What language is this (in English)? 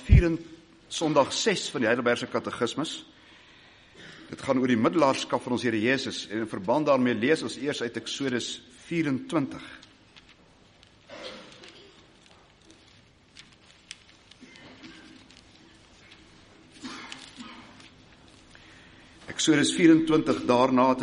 Afrikaans